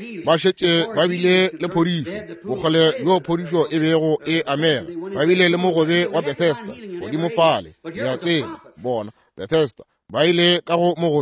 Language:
Northern Sotho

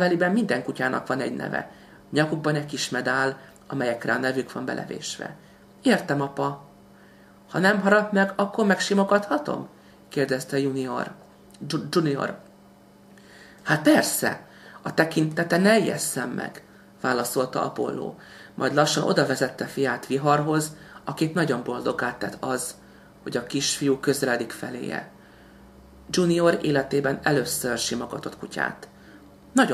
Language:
Hungarian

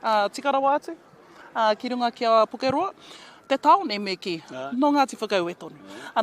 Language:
Māori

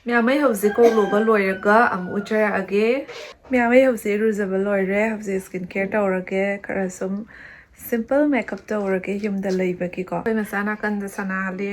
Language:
Manipuri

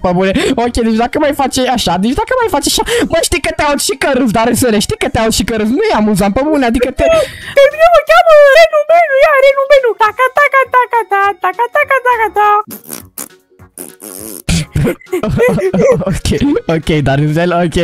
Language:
Romanian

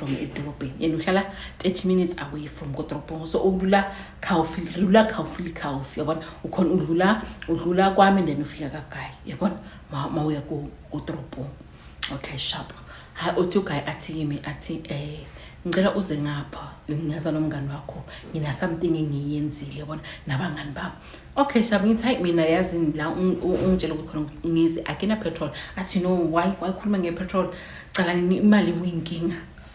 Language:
Zulu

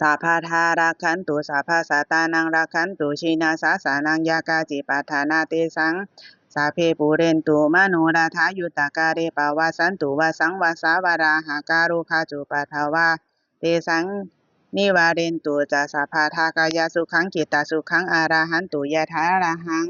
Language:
Pali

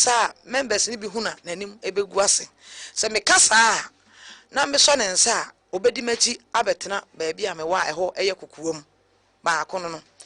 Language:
Akan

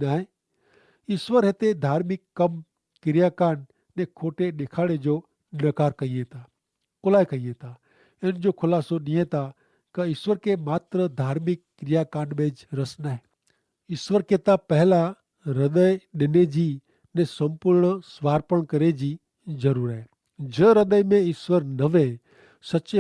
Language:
Kachhi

